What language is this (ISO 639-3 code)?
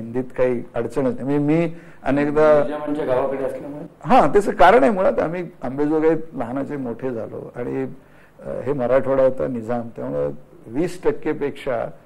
mar